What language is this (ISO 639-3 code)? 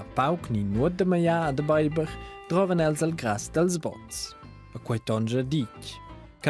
roh